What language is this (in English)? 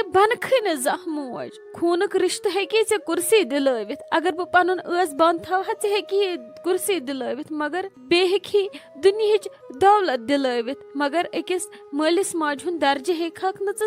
Kashmiri